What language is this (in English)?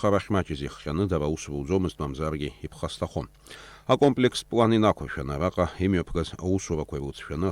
Abkhazian